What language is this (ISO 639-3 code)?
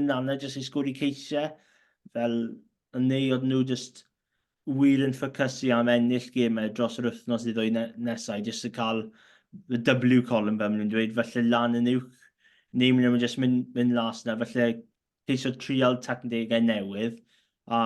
cym